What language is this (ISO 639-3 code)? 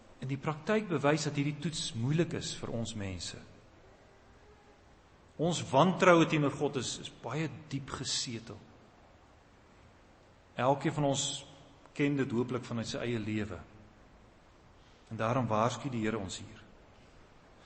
afr